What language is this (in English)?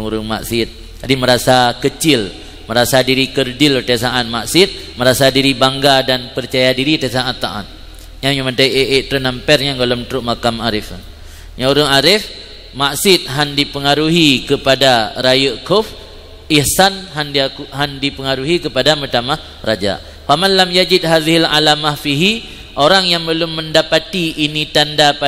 Achinese